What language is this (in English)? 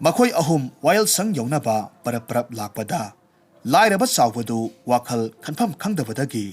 Manipuri